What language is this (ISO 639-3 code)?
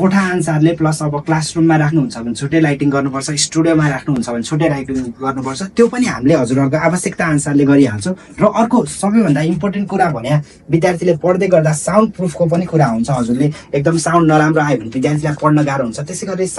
nep